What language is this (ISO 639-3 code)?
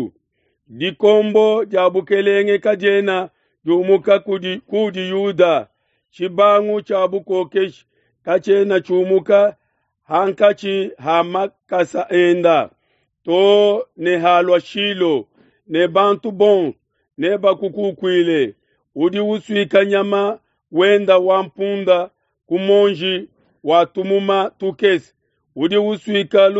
lua